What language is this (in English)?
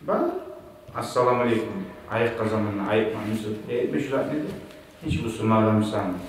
Kumyk